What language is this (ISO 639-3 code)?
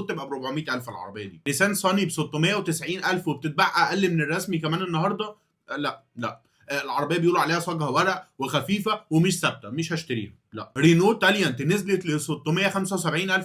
arz